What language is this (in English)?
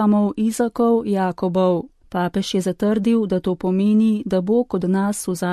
Slovenian